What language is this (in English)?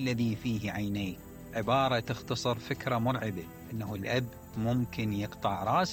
Mesopotamian Arabic